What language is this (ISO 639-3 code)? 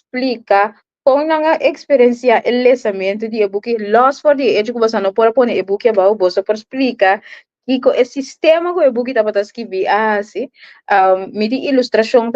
pap